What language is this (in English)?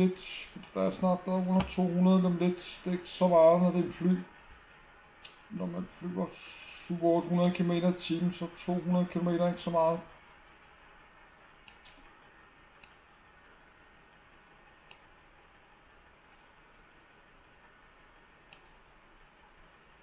Danish